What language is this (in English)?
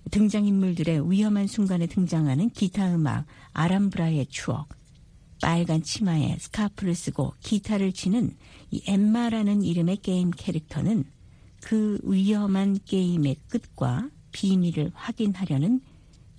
Korean